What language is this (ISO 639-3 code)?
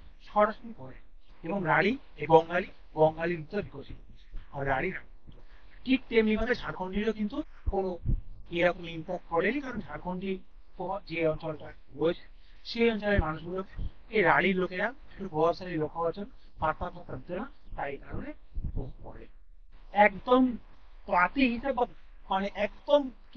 ben